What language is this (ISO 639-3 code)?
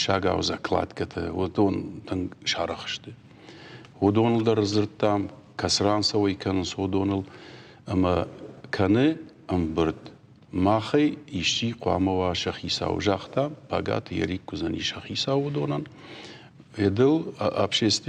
oss